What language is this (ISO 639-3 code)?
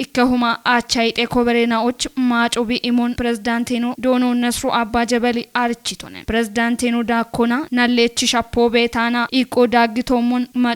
kbr